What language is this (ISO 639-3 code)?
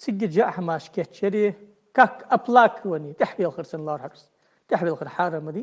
inh